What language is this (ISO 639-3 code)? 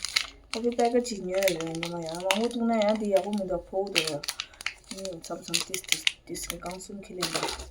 bod